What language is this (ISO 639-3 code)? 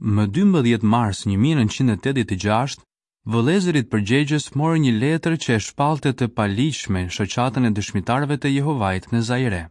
sqi